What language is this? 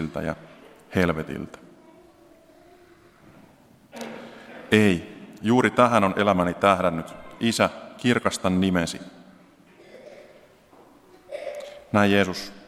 Finnish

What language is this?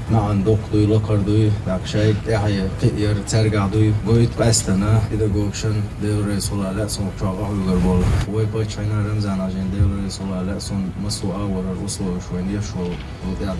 Chechen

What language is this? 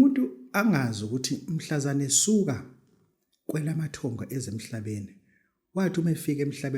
Zulu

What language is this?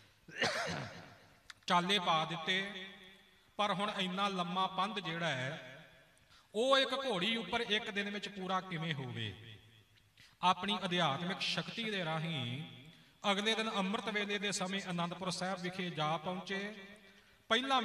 Punjabi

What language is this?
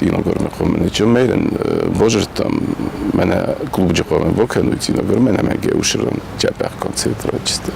Ossetic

